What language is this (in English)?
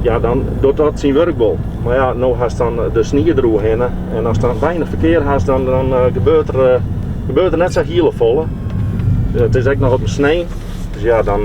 Western Frisian